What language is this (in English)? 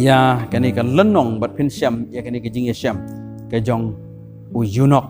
Khasi